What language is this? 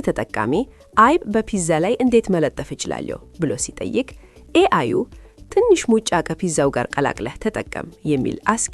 Amharic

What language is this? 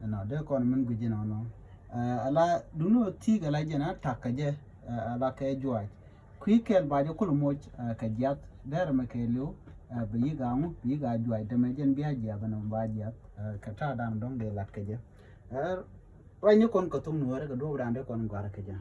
Nuer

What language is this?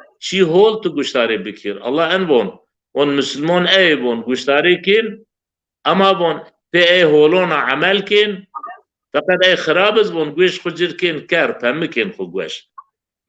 Zaza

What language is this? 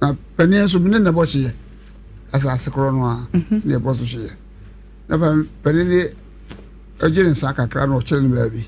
Akan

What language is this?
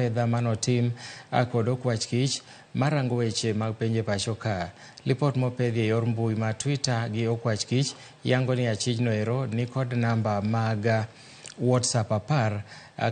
Luo (Kenya and Tanzania)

